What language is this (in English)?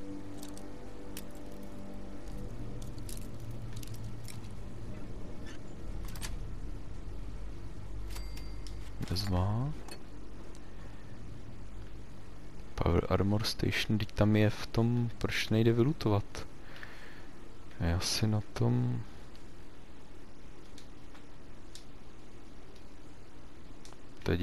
Czech